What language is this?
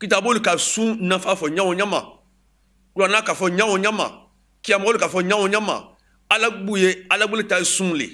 Bambara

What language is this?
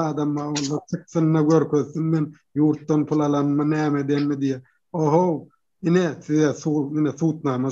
Turkmen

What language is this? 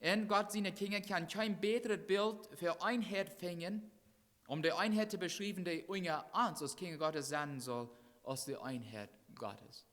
Plautdietsch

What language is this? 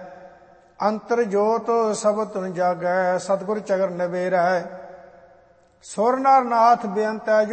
Punjabi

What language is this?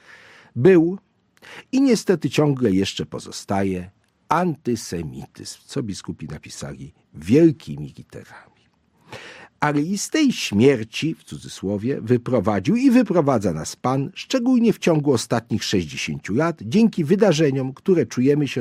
Polish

